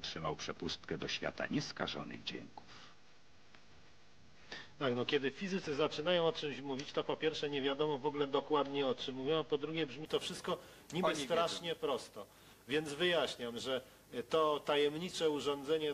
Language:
Polish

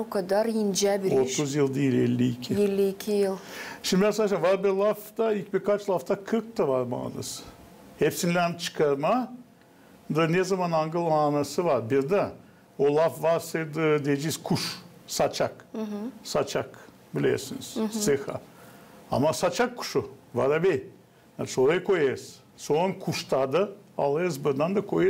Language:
Gagauz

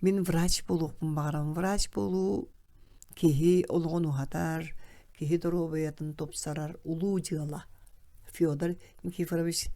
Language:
Yakut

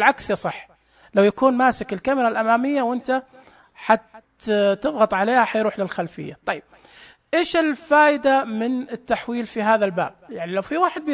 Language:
Najdi Arabic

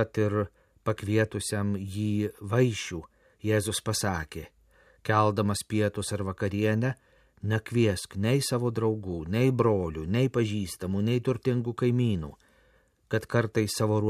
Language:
Lithuanian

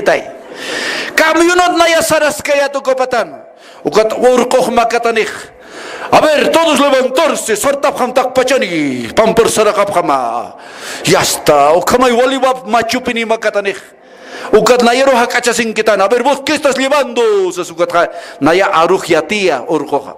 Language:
Aymara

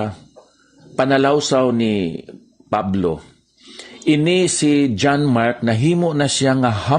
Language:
Hiligaynon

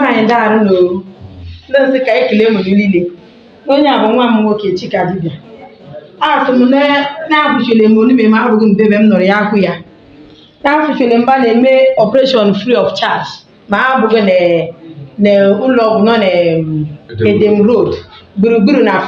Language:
Igbo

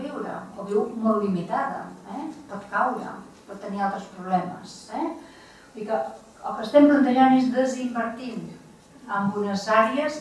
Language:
Catalan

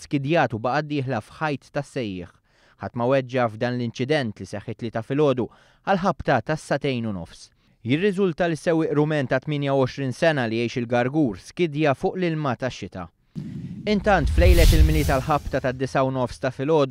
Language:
Maltese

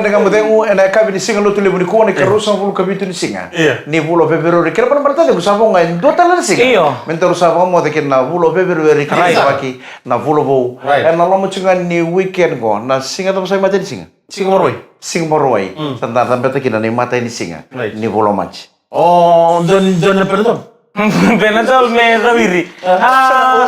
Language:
Fijian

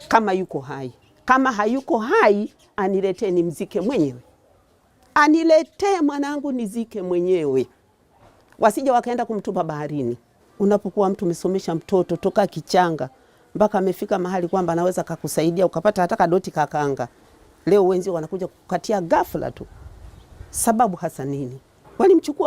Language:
Swahili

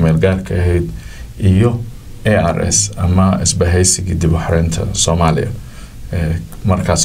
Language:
Somali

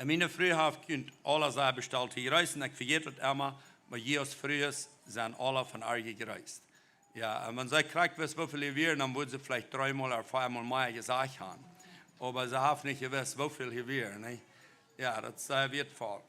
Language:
Plautdietsch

